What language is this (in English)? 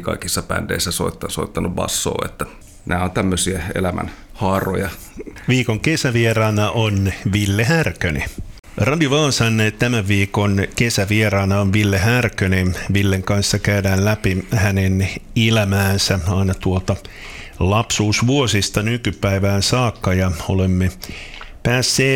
Finnish